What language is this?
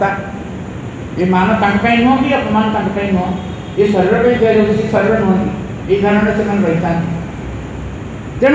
Odia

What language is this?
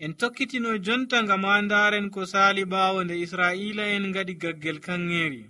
Nigerian Fulfulde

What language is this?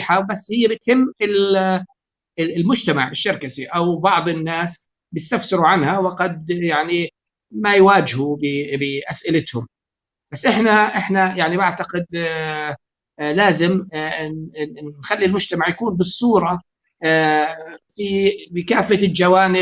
North Levantine Arabic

